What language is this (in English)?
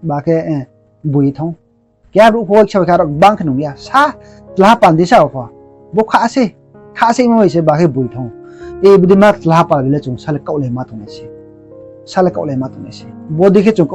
Riang (India)